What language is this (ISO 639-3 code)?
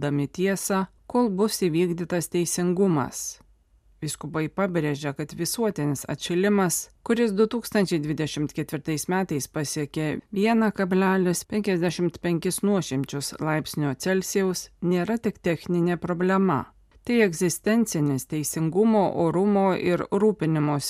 lit